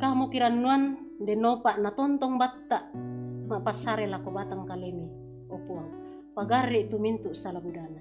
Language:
Toraja-Sa'dan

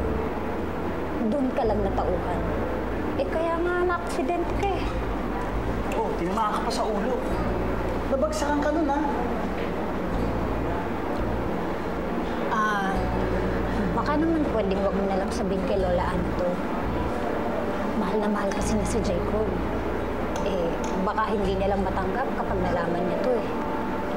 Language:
Filipino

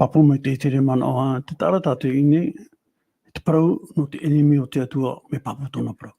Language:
Tahitian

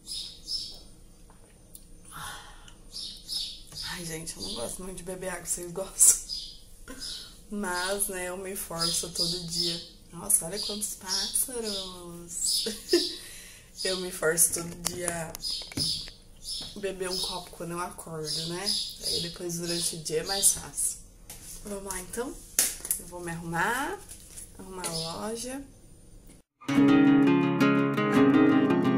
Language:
Portuguese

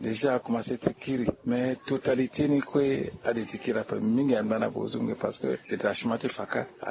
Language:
Sango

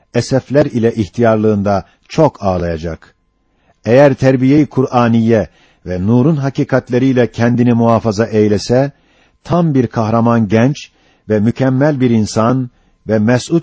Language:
Turkish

